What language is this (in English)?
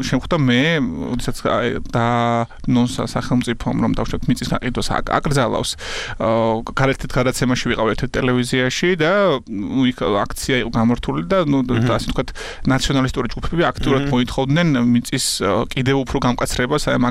Georgian